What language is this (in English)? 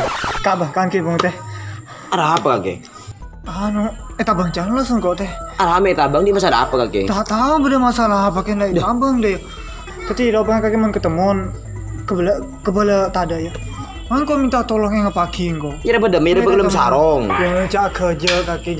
Madurese